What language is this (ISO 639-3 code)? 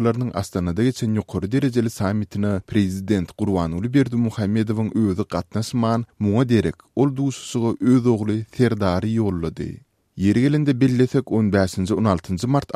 tuk